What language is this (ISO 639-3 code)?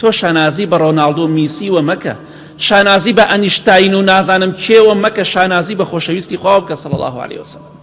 ckb